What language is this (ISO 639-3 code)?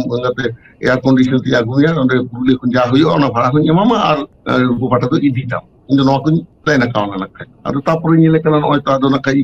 sat